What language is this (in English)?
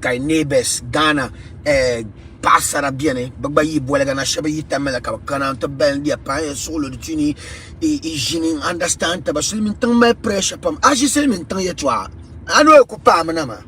Dagbani